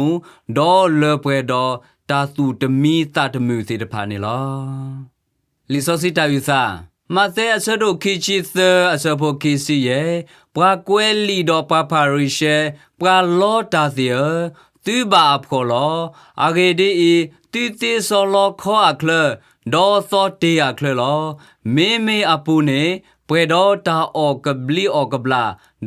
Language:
S'gaw Karen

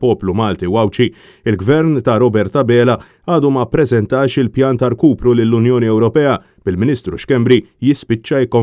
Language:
Maltese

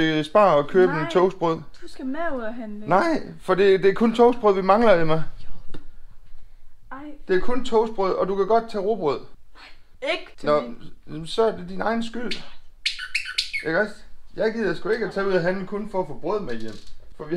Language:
Danish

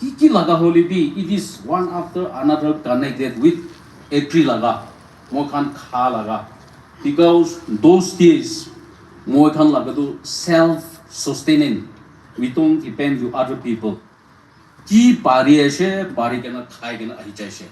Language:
Naga Pidgin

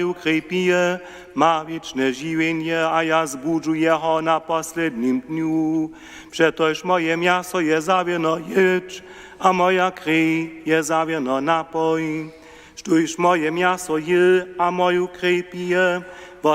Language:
Upper Sorbian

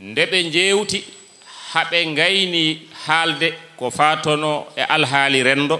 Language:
Fula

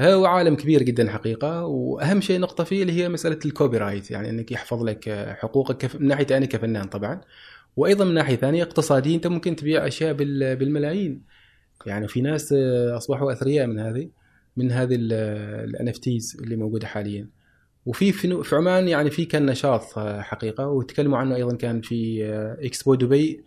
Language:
Gulf Arabic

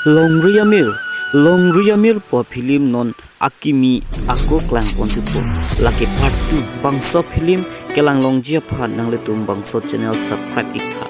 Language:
Karbi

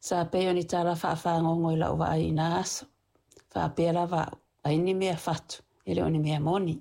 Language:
Samoan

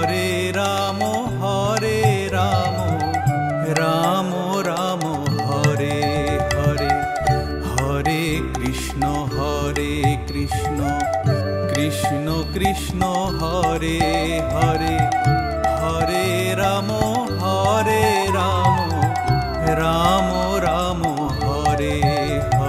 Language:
Bangla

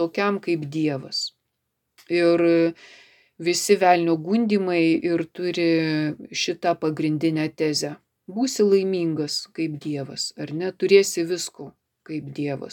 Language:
Lithuanian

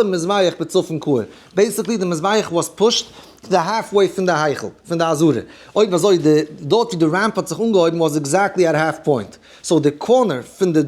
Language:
Yiddish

